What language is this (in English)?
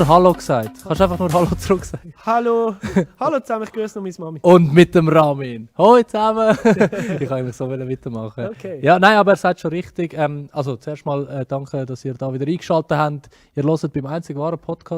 Swiss German